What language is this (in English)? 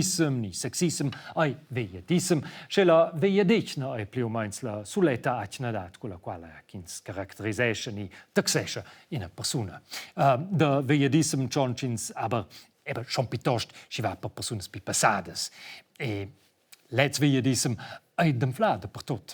Romansh